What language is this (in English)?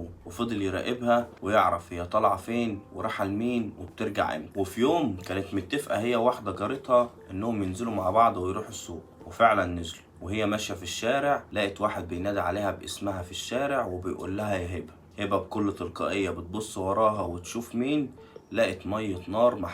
Egyptian Arabic